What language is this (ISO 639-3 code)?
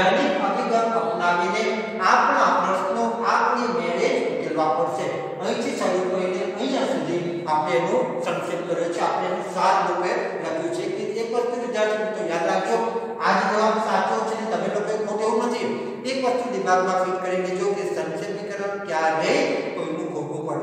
guj